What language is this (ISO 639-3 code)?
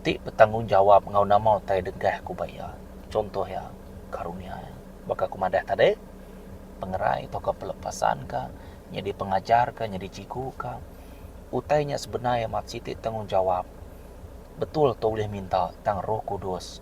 iba